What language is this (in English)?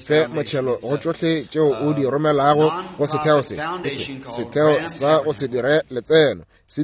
Northern Sotho